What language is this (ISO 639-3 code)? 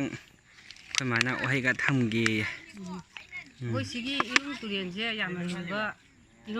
mni